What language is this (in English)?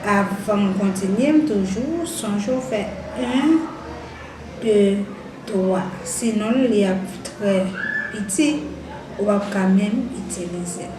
Haitian Creole